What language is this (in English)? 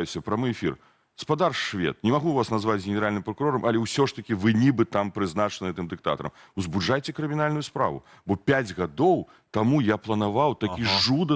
Belarusian